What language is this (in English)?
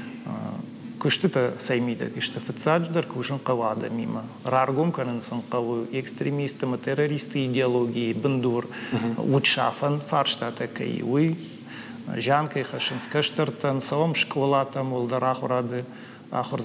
Ossetic